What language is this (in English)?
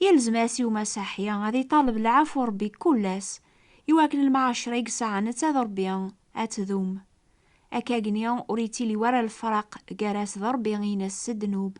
Kabyle